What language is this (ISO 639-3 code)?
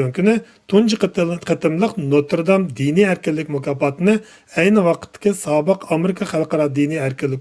uig